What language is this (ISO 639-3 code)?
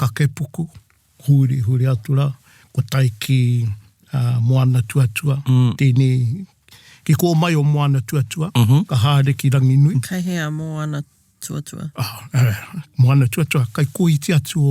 mri